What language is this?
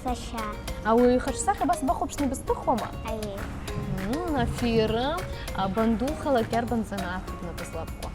Abkhazian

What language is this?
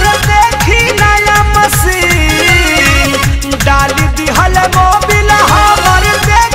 Bhojpuri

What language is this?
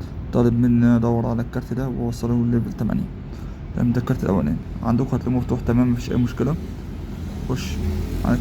Egyptian Arabic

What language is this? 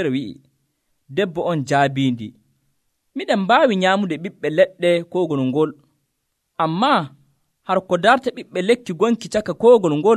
Nigerian Fulfulde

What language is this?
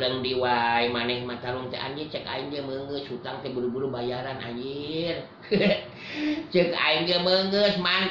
Sundanese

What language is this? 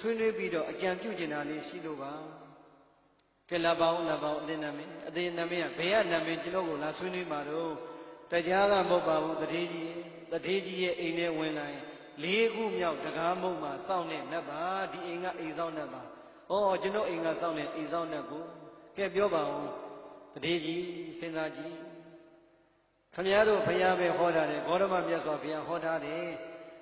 Burmese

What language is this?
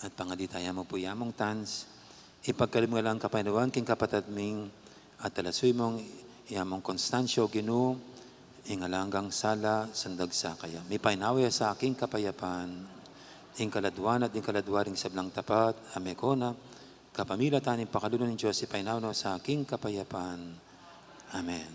Pampanga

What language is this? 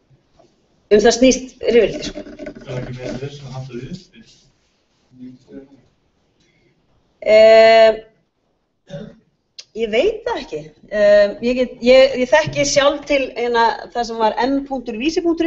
Icelandic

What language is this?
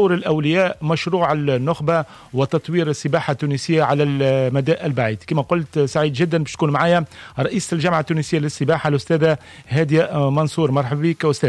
Tunisian Arabic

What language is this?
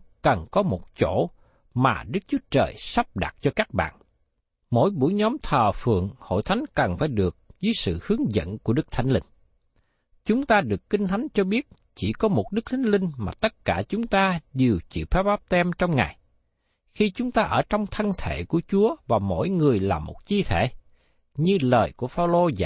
Vietnamese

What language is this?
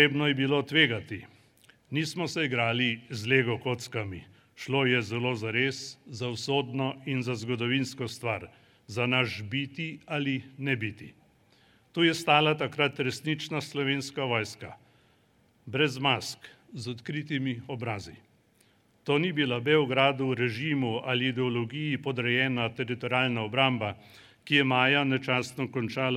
Slovenian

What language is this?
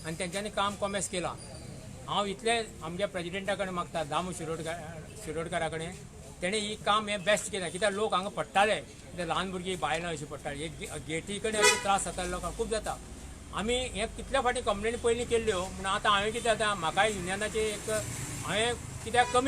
Konkani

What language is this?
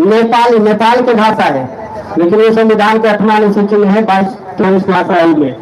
Magahi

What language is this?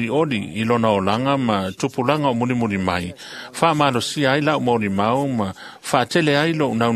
Samoan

